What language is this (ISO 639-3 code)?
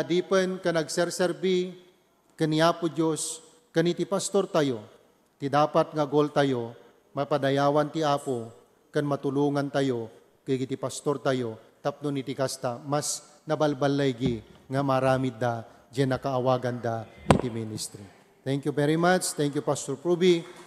ilo